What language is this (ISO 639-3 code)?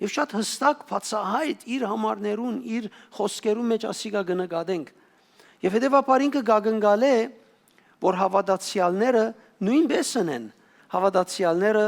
hyw